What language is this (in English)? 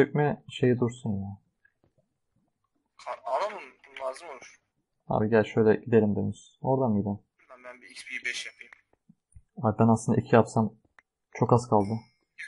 Turkish